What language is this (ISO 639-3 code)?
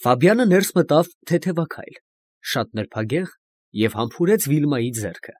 hye